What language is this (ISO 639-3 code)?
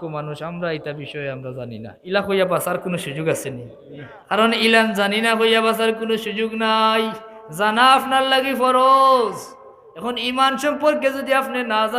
syl